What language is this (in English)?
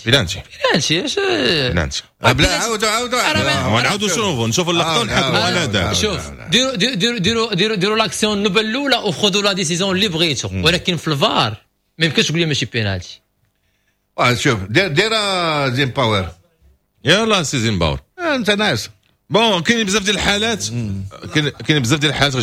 Moroccan Arabic